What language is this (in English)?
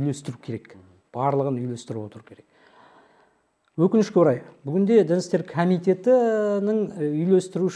Kazakh